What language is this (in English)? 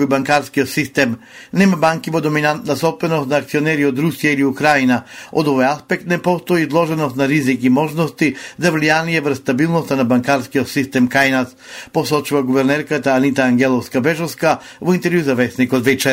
Macedonian